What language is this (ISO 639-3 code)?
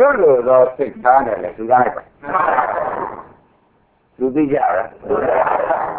mya